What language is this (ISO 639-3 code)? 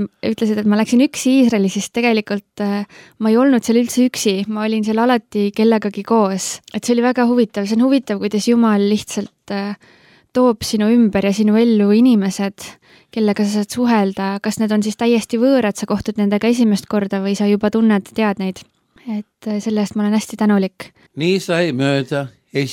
est